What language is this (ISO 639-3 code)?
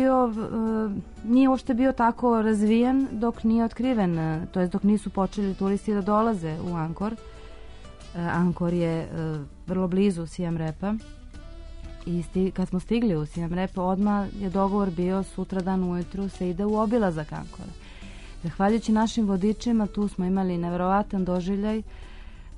srp